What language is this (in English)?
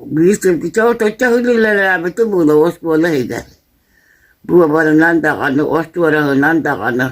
Yakut